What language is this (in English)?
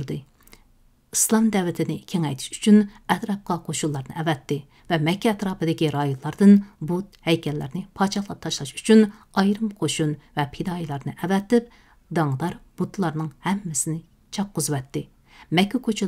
Uyghur